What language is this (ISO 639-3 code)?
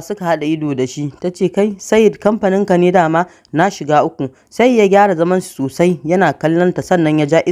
hau